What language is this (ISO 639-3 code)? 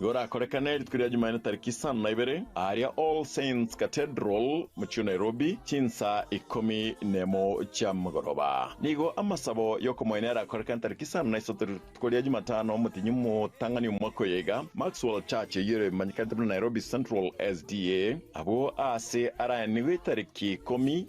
guz